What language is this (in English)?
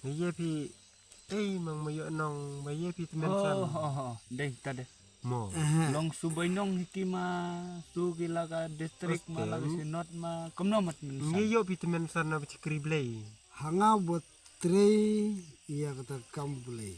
Khasi